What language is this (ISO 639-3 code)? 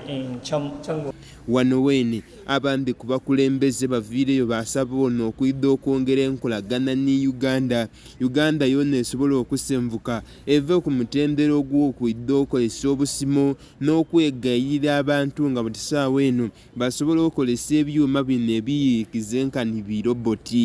xog